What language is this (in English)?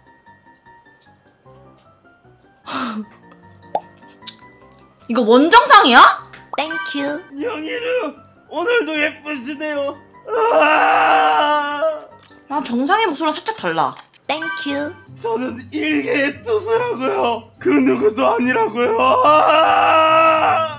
Korean